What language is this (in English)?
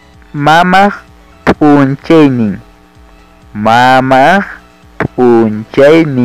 Ayacucho Quechua